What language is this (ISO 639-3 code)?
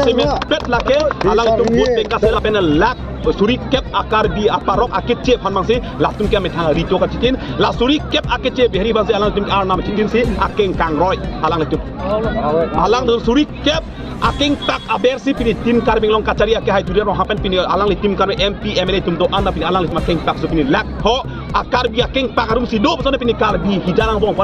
mjw